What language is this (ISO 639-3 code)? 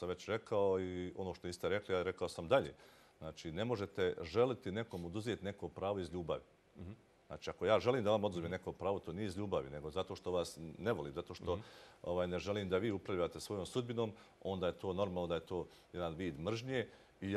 hrv